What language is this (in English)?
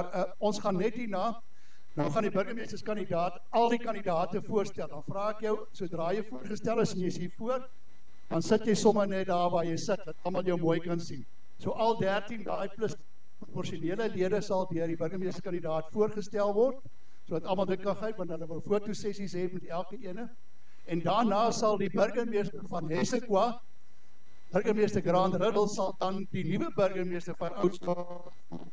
Afrikaans